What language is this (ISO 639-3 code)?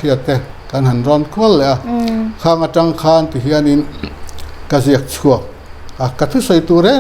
lus